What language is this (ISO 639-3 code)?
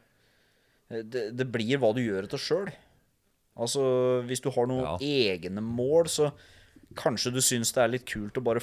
nor